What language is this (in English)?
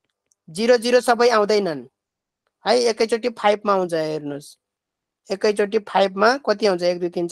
Nepali